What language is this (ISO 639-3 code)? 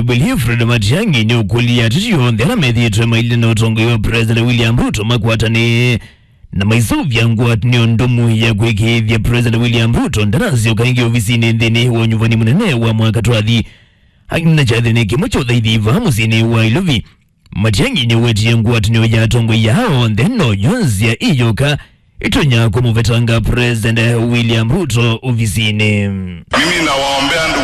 kam